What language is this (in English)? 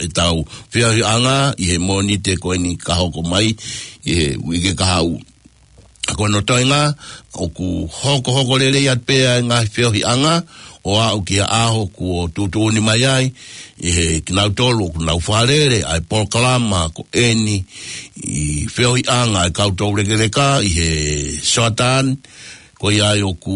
Tongan